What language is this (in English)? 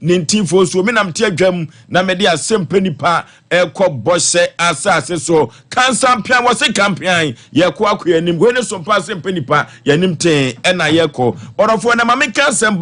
Akan